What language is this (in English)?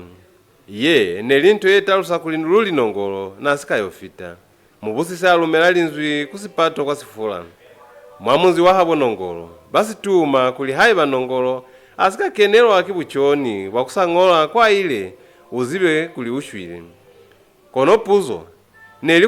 Lozi